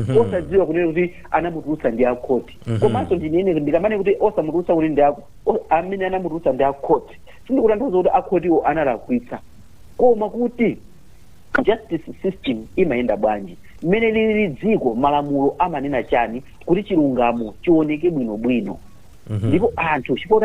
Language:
Nyanja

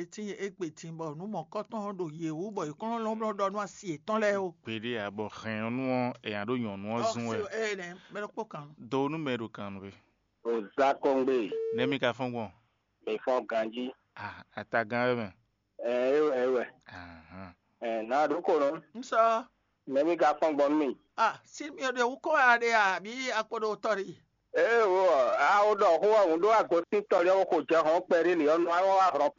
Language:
Fon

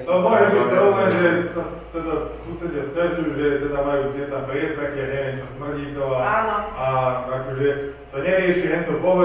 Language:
Slovak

